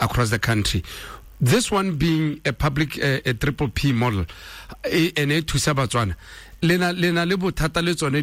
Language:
Tswana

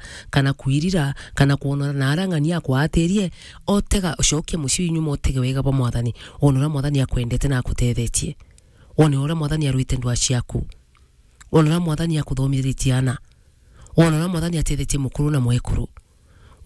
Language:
Meru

